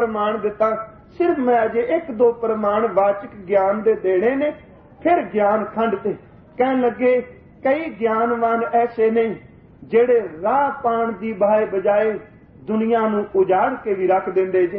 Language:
Punjabi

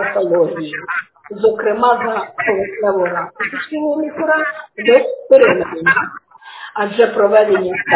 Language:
Ukrainian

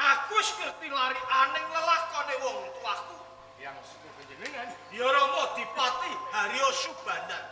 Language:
Javanese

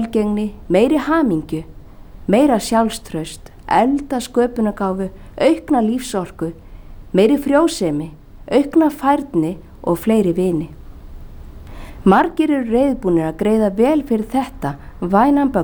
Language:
Icelandic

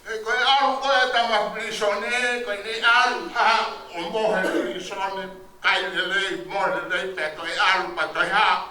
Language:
Tongan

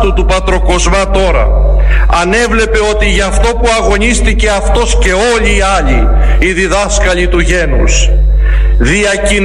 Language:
Greek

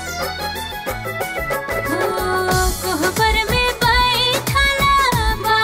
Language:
Bhojpuri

